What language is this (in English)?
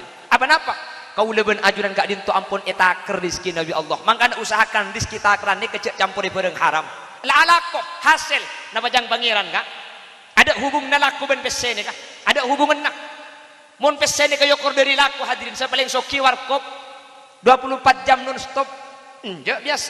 Madurese